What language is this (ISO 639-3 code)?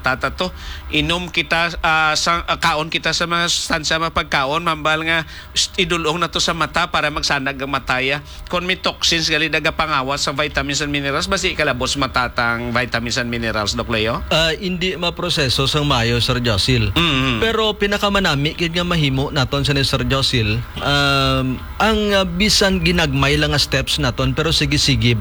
hil